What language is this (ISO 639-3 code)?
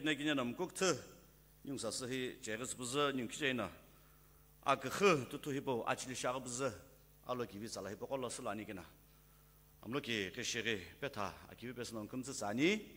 nsm